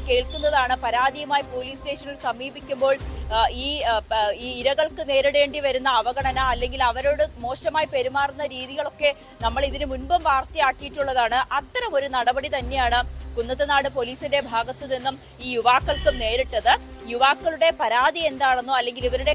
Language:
Malayalam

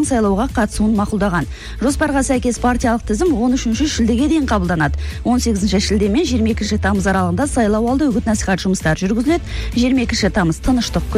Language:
Kazakh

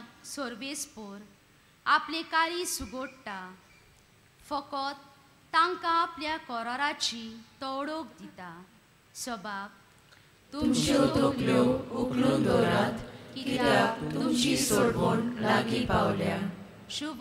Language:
Konkani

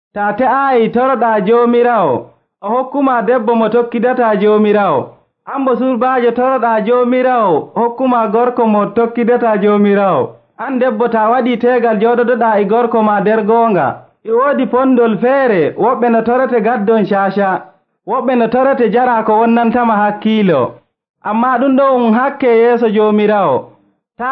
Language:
Nigerian Fulfulde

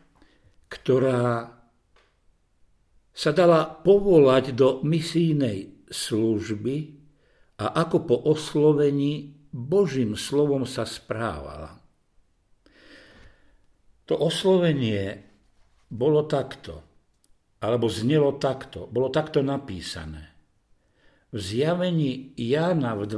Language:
Slovak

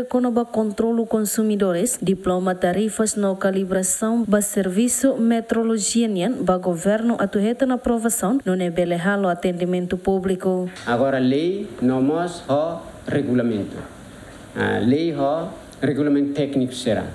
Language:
Tetum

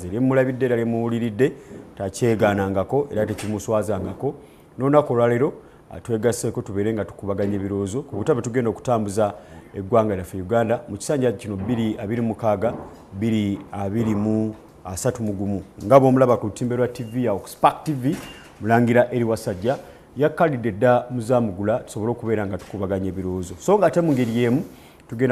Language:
Ganda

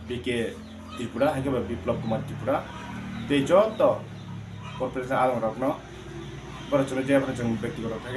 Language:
Kok Borok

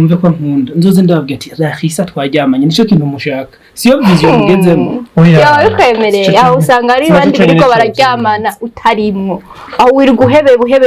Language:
Rundi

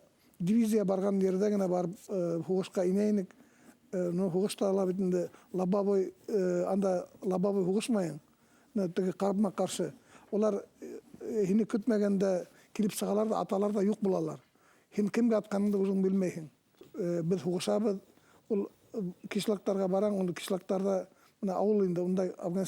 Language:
Bashkir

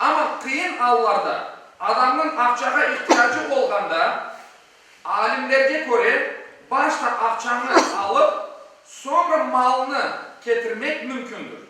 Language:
Crimean Tatar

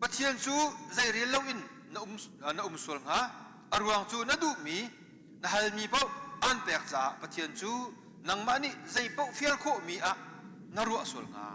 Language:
Hakha Chin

